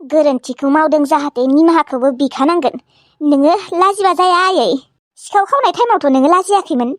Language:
Bodo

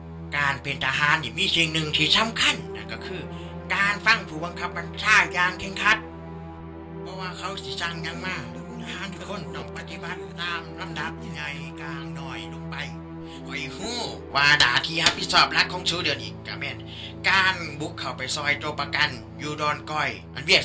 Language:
Lao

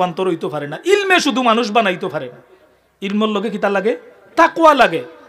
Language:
Sylheti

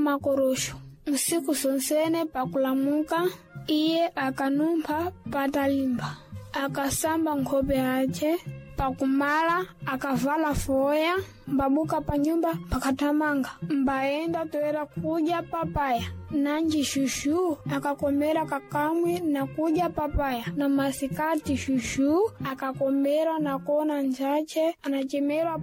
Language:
Sena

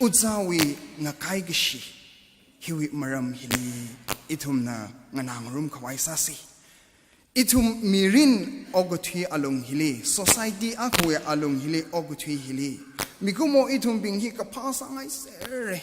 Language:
Tangkhul Naga (India)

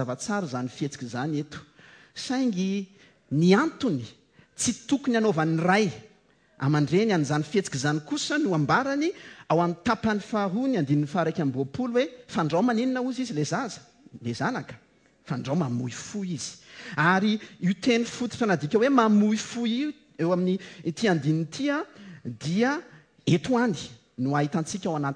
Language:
Malagasy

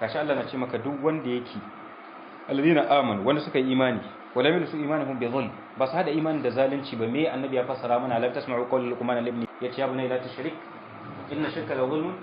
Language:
Hausa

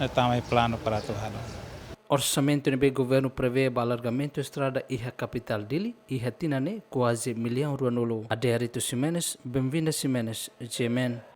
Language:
Tetum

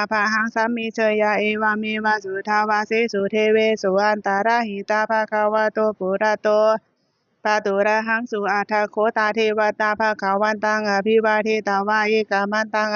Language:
Pali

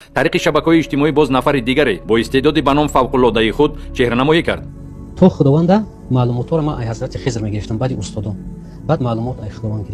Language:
Tajik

